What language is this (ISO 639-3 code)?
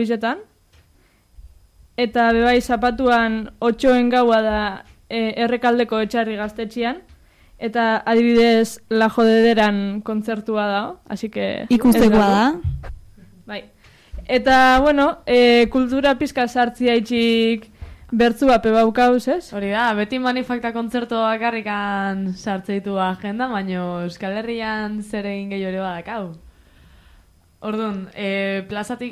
eus